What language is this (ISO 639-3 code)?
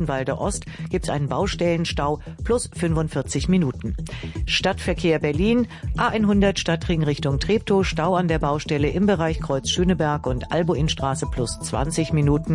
deu